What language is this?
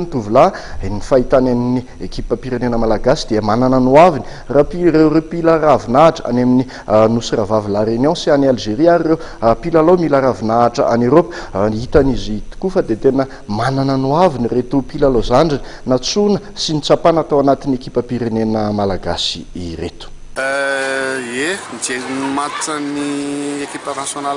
Malagasy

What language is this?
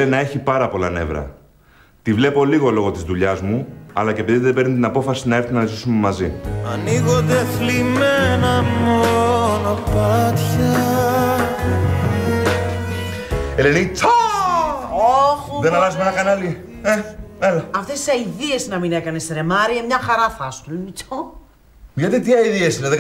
Greek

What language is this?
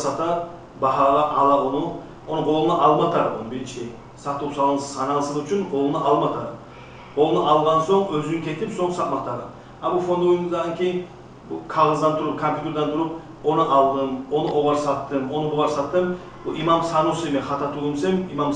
Kumyk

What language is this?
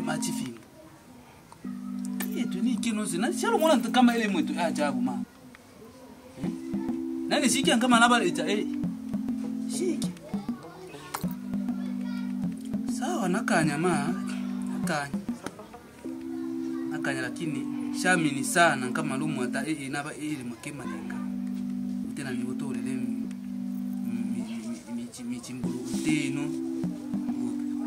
Swahili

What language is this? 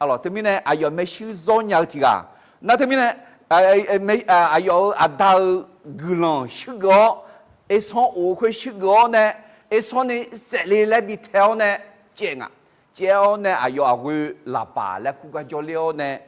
Akha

